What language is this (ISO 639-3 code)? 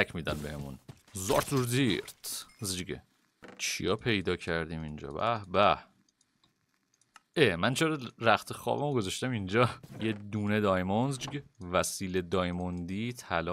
fas